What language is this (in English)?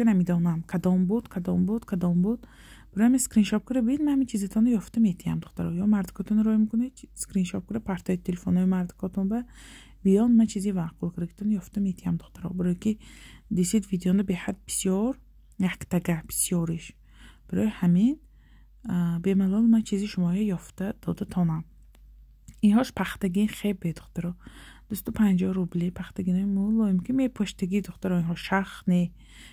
Tajik